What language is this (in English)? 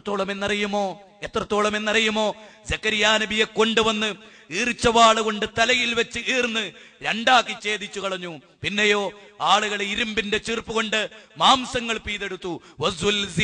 Malayalam